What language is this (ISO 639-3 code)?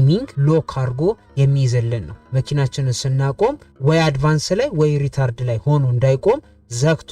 amh